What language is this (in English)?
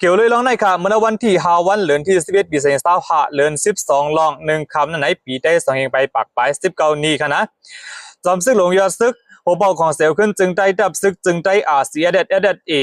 Shan